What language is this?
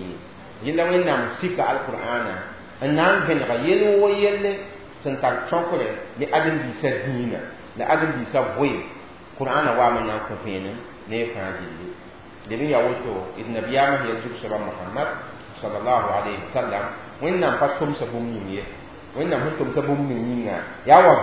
Mossi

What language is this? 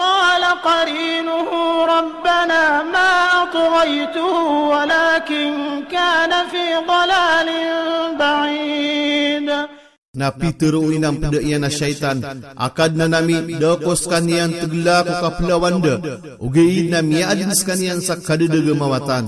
Maranao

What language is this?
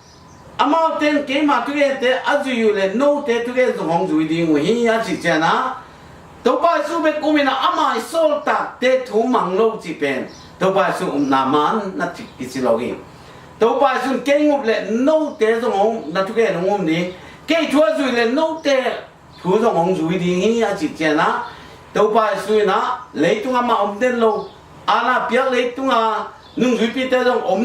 Tedim Chin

